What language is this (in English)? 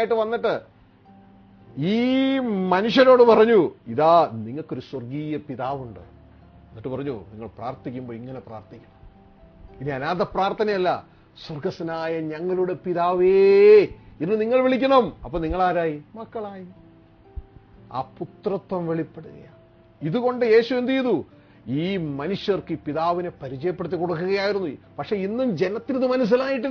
Malayalam